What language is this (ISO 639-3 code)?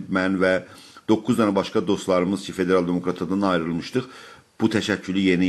azb